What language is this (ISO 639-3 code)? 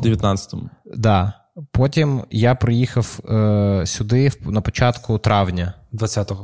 ukr